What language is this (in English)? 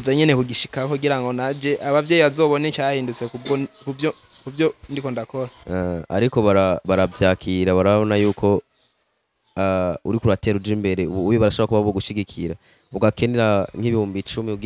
Rundi